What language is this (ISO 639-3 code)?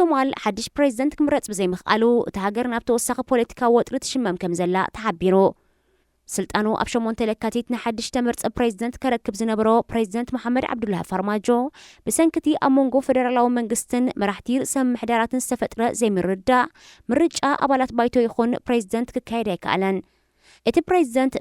tir